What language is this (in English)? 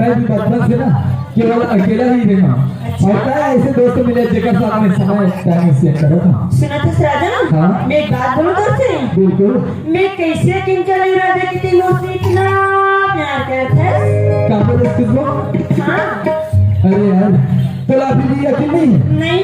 Chhattisgarhi